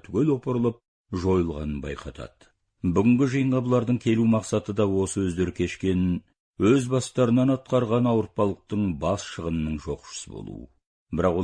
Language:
Kazakh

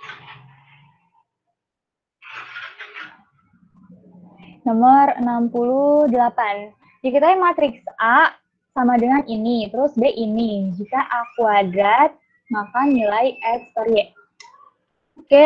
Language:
Indonesian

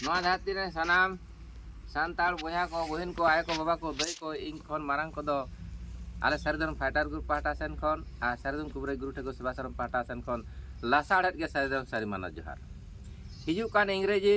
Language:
Santali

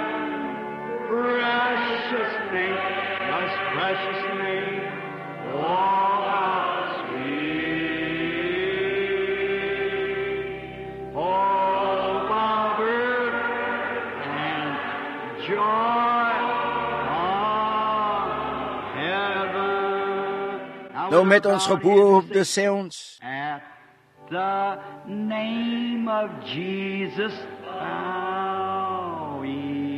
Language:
Afrikaans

